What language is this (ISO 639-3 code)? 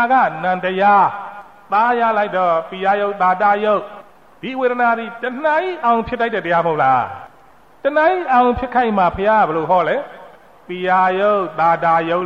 mya